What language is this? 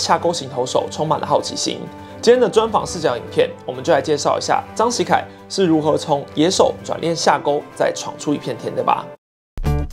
Chinese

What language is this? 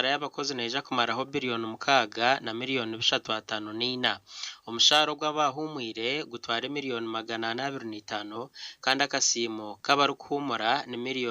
Nyankole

